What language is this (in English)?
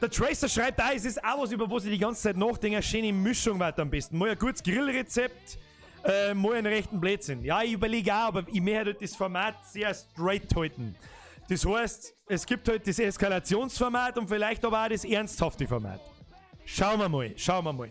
Bavarian